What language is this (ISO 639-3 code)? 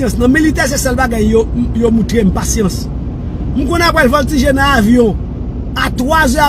hat